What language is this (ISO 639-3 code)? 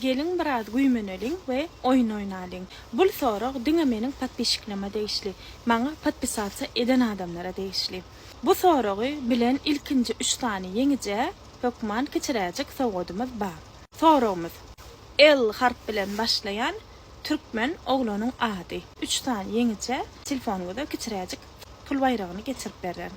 tuk